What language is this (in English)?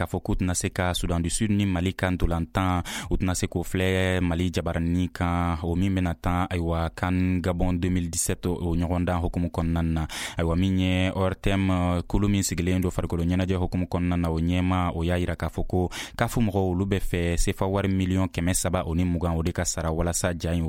Bambara